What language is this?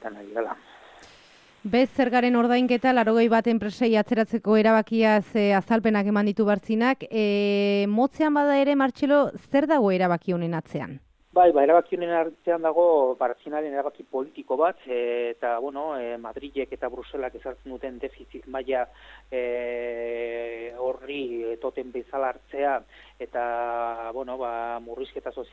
Basque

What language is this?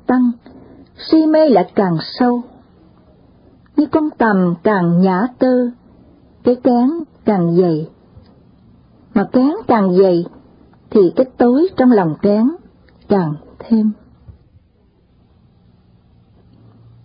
Vietnamese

